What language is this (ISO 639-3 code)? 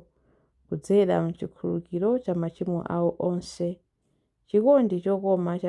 nya